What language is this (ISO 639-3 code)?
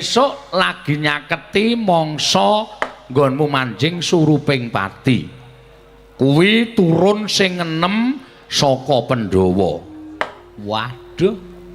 jav